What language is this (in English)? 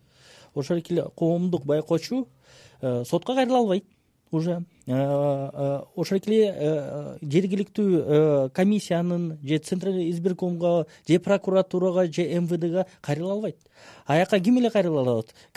Kyrgyz